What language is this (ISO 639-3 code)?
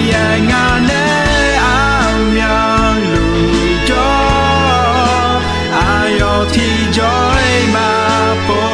ahk